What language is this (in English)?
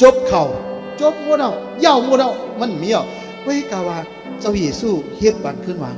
Shan